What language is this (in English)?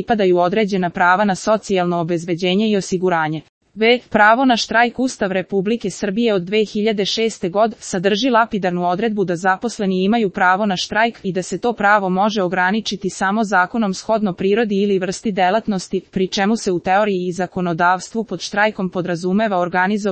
Serbian